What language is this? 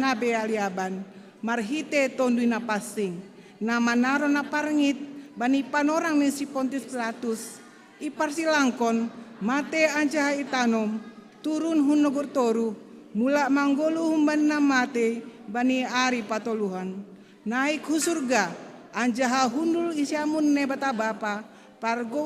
Batak Simalungun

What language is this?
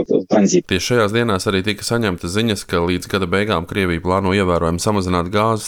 Latvian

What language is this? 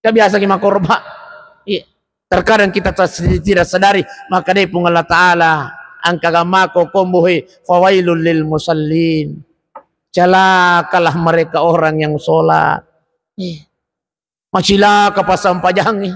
Buginese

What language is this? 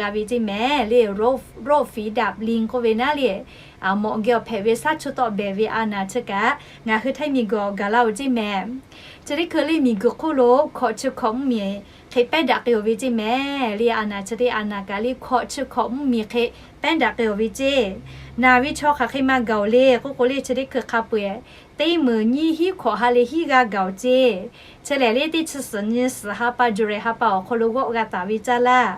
Lahu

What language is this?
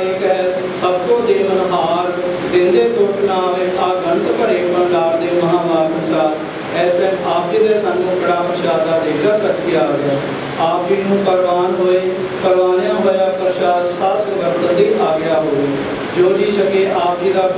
Punjabi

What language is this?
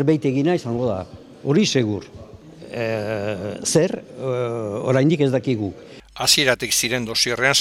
Basque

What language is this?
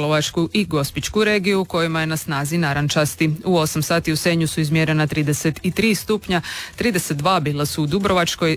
Croatian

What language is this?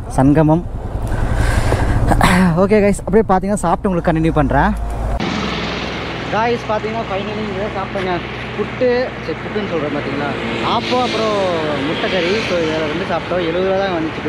Tamil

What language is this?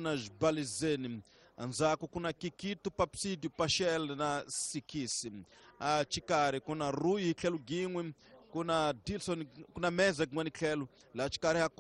Tsonga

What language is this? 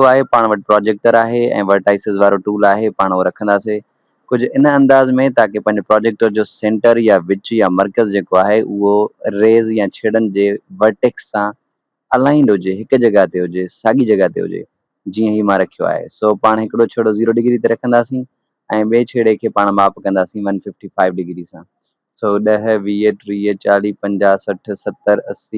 Sindhi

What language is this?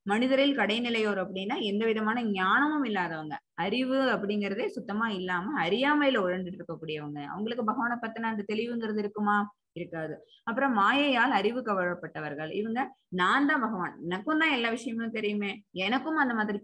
Tamil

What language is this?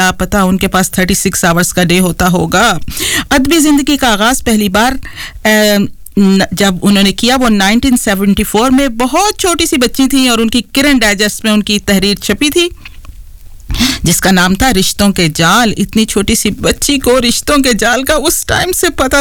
Urdu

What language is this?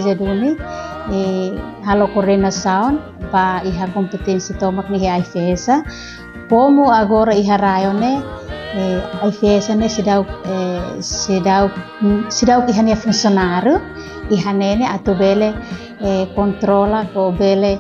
Tetum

